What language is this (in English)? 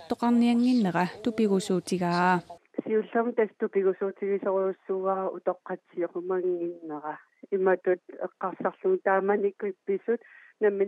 Kalaallisut